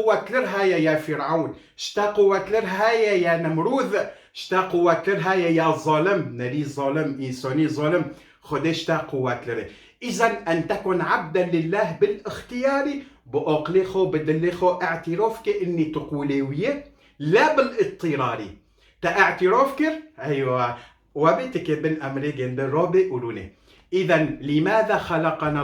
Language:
Kurdish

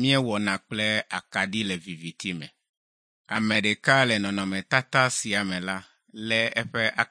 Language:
Ewe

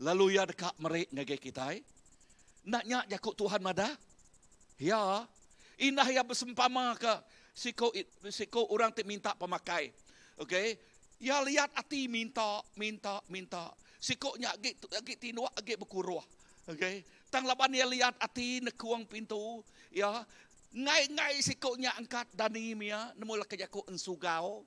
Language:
Iban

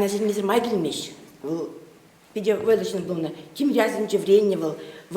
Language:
Chuvash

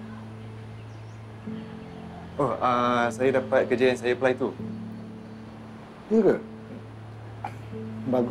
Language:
Malay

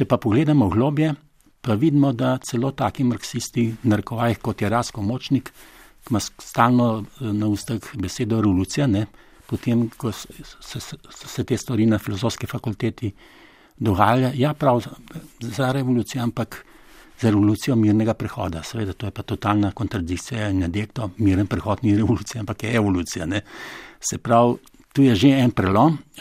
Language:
Slovenian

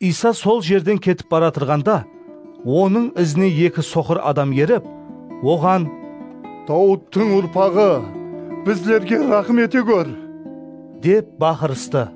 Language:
Kara-Kalpak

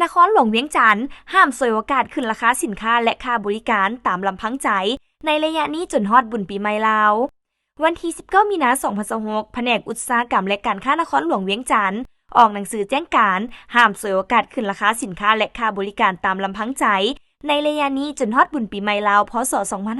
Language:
Lao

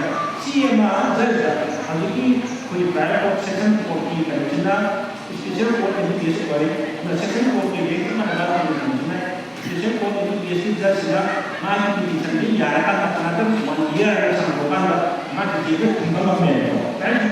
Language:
Manipuri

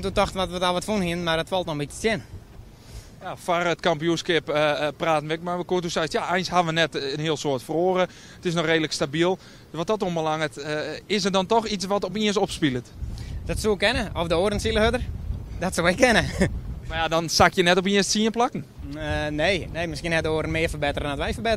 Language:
Western Frisian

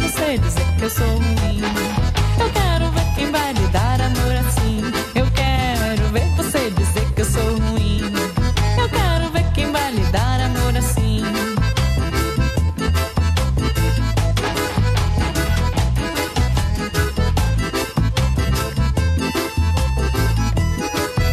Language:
Portuguese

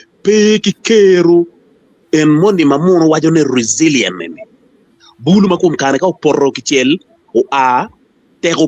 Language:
Acoli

